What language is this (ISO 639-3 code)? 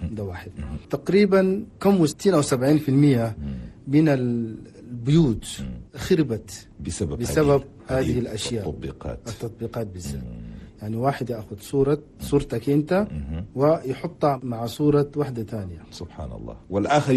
shu